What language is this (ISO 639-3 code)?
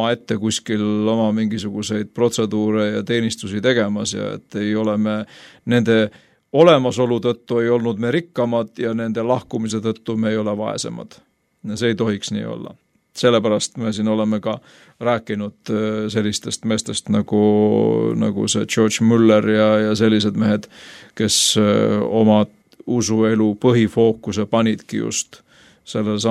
est